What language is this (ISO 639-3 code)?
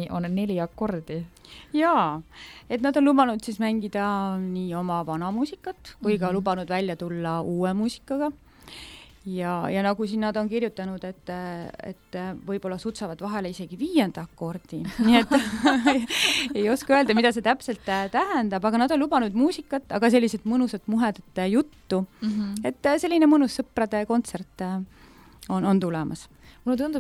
est